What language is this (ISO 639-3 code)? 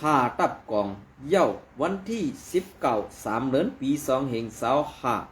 shn